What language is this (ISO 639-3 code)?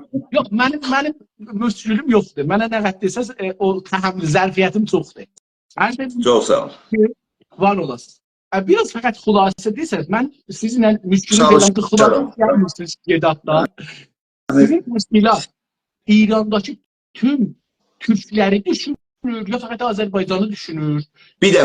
azb